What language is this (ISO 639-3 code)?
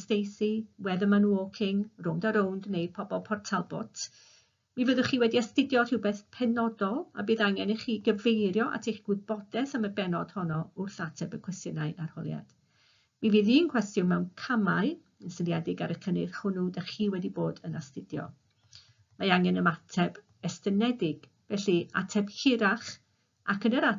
cym